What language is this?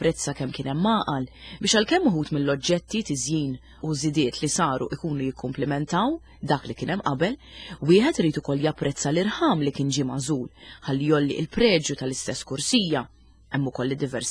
Maltese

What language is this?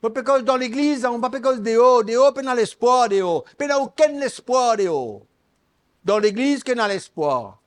Morisyen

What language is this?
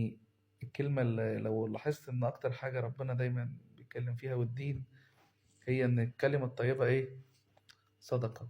Egyptian Arabic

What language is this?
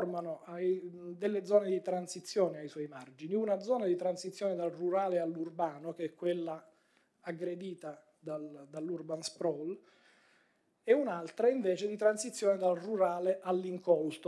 Italian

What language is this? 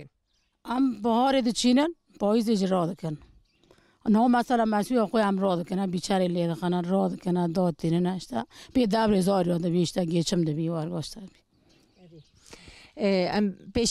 Kurdish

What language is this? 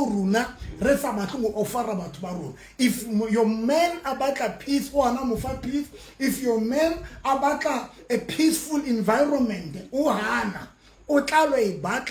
Southern Sotho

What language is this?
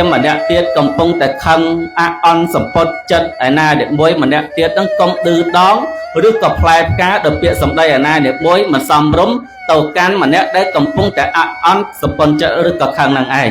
Khmer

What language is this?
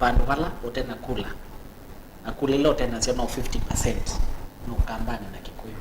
Kamba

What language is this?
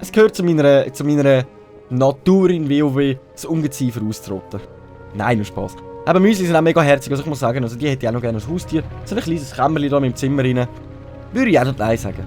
Swiss German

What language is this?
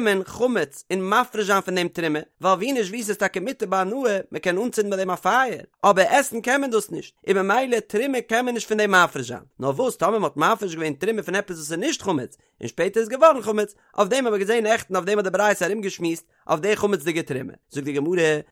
Yiddish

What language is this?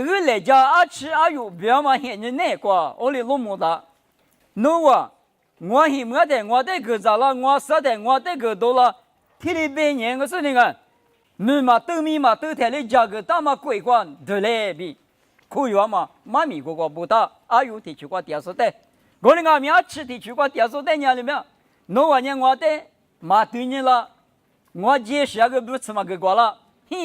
Lisu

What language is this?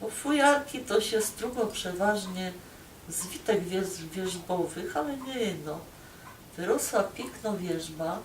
Silesian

